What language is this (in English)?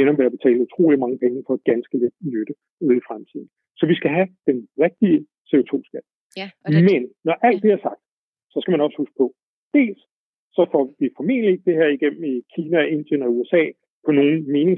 Danish